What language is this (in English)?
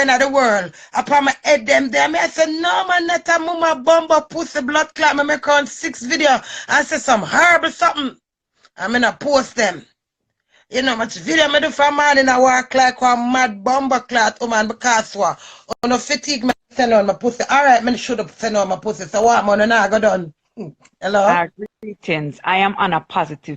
Jamaican Creole English